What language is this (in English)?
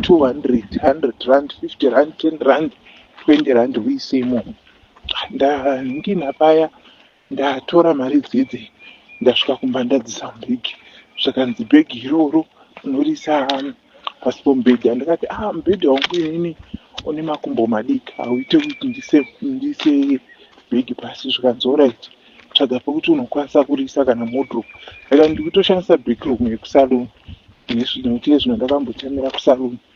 Shona